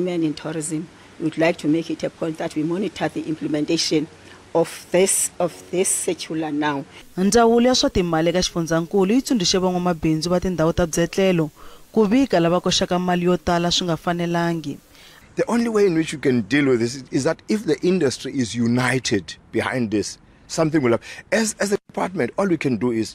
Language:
Tsonga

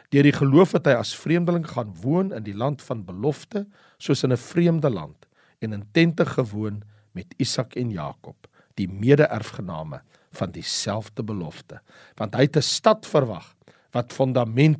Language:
Afrikaans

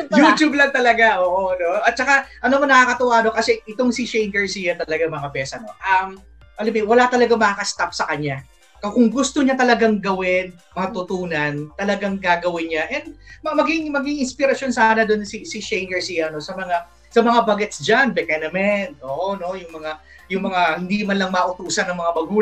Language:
Filipino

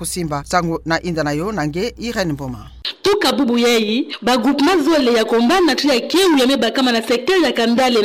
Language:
Kituba (Democratic Republic of Congo)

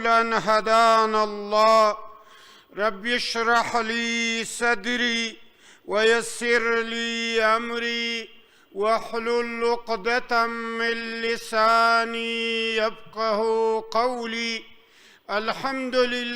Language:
Pashto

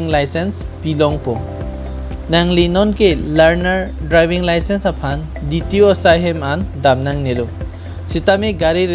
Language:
Karbi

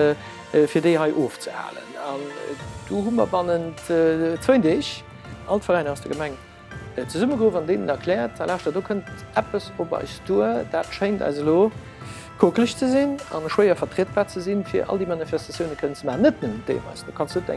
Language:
Luxembourgish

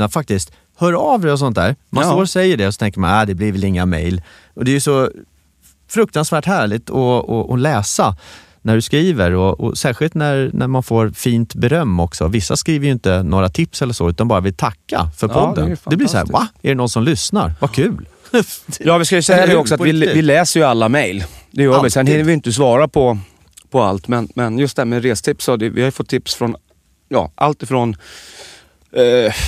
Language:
Swedish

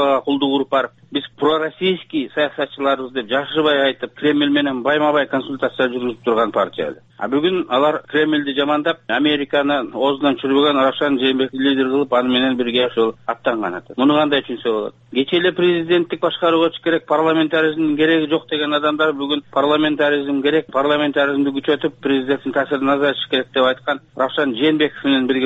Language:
Kyrgyz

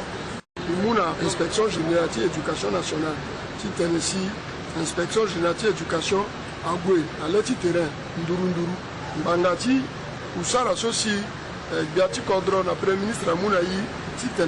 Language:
Sango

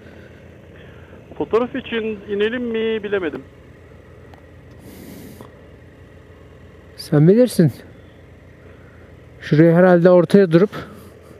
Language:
Turkish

